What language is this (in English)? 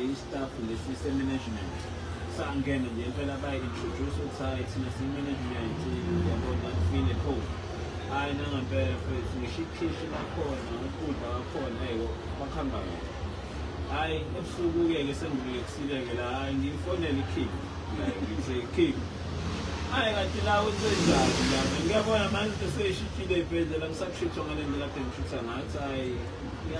Zulu